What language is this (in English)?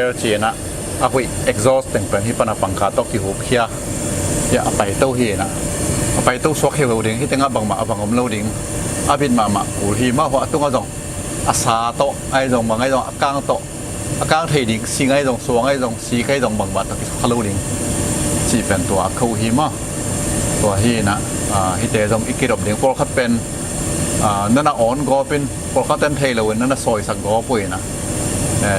Tedim Chin